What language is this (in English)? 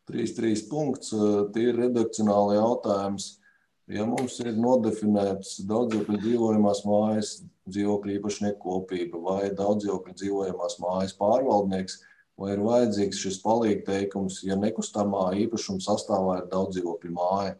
Latvian